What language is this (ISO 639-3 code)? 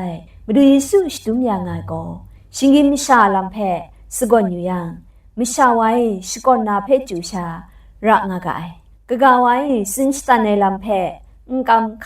kac